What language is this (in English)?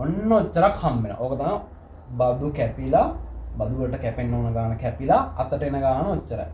Sinhala